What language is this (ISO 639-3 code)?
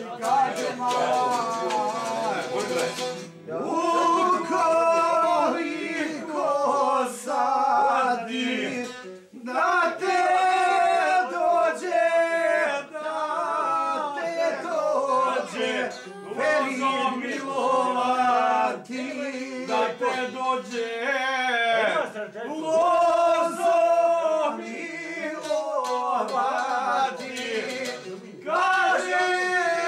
hrv